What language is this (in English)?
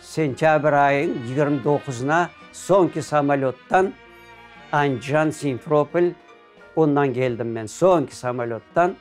Crimean Tatar